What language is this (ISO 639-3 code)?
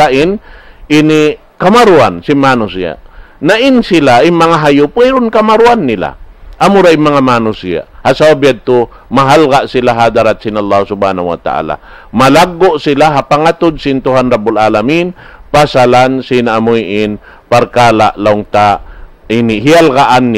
tsg